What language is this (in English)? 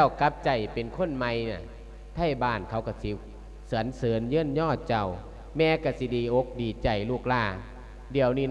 Lao